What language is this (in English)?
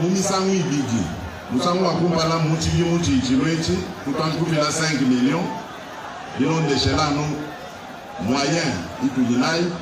Luba-Lulua